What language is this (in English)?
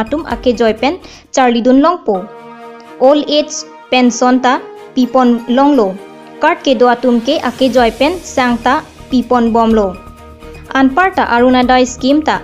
Karbi